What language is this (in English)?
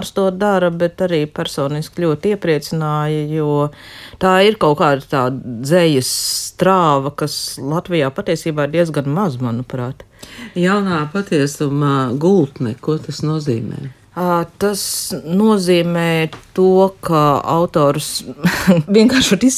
Latvian